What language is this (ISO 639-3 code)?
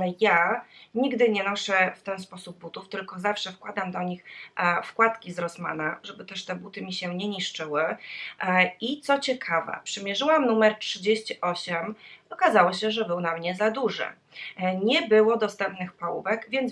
pol